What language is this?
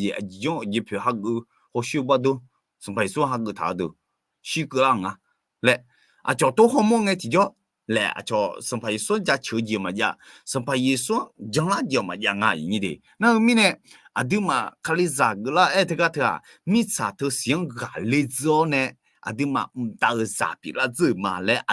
Akha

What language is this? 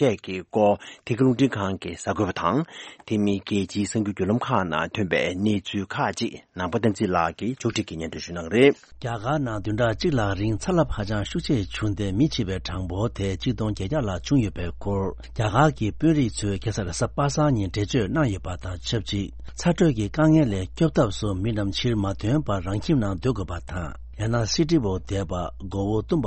Tibetan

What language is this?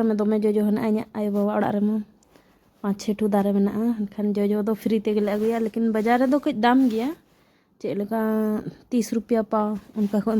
Santali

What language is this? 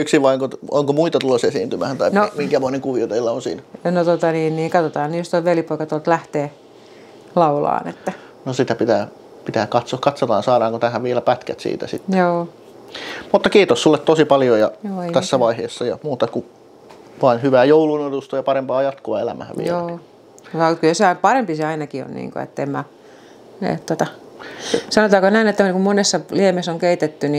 Finnish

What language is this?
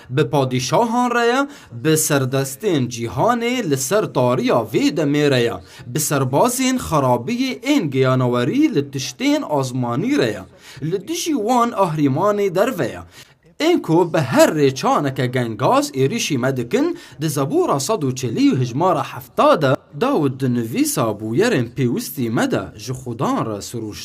Kurdish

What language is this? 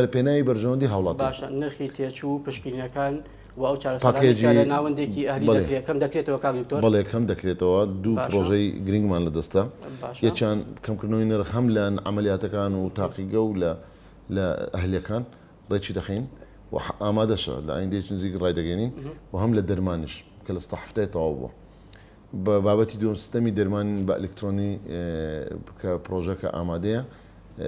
Central Kurdish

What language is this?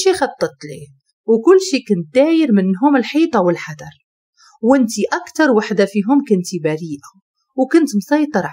Moroccan Arabic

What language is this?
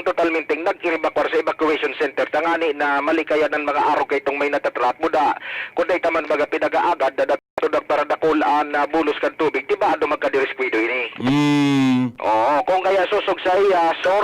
Bikol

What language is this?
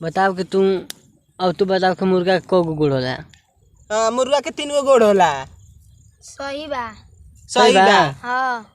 Bhojpuri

